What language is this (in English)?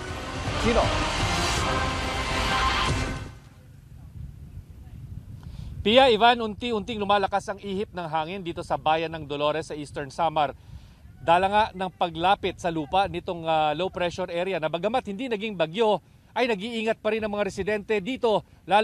Filipino